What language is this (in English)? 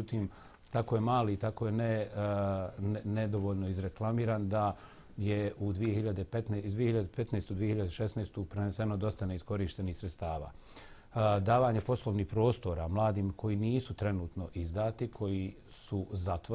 Bosnian